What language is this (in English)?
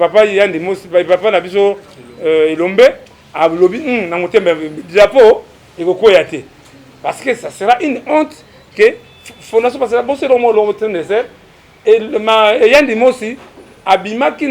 Lingala